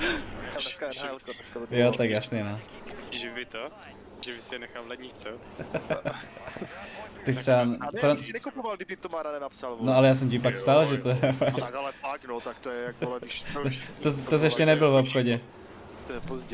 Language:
Czech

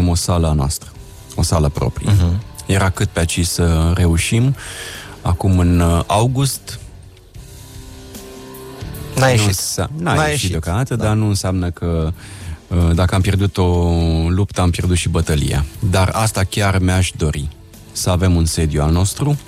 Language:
Romanian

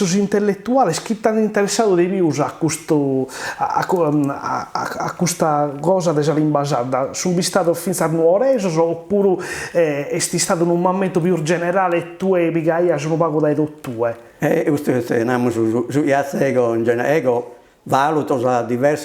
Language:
Sardinian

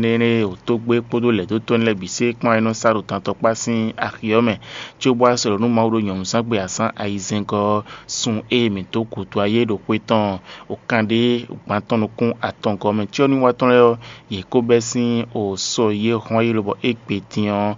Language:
Fon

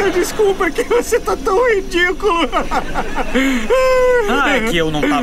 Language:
Portuguese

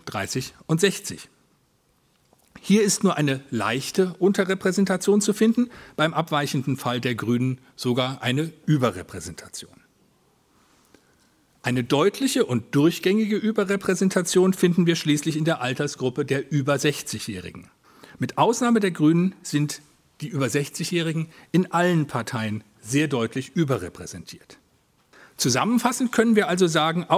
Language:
German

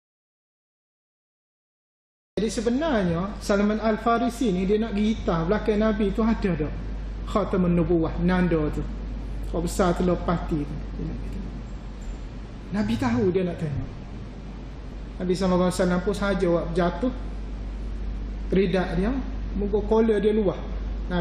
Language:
Malay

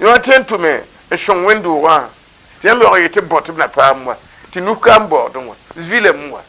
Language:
Mossi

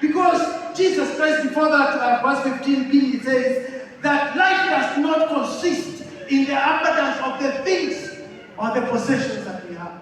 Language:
Swahili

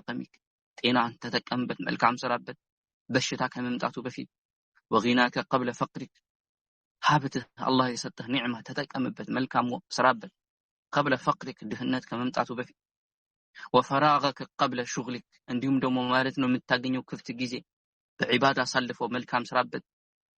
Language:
Amharic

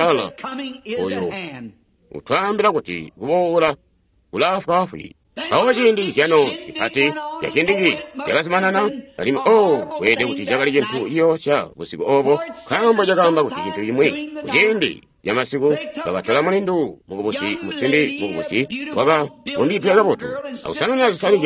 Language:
Tonga (Zambia)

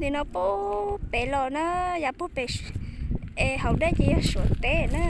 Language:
Hmong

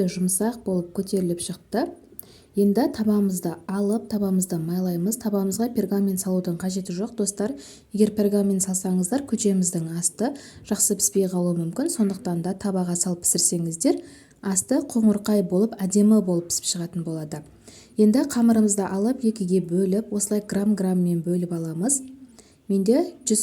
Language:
Kazakh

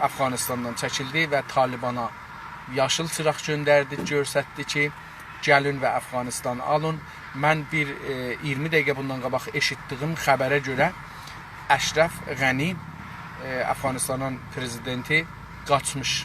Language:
South Azerbaijani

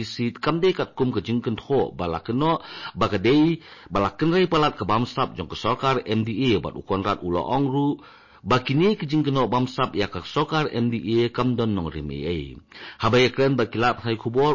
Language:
Khasi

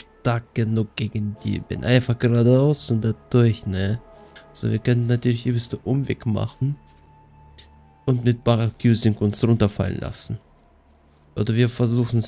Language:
German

